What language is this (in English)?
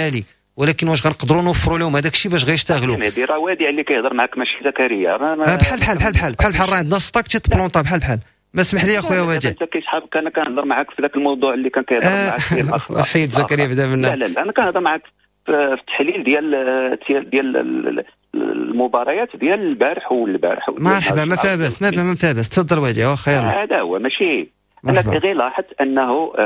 Moroccan Arabic